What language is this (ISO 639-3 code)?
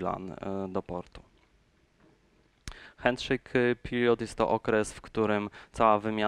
pol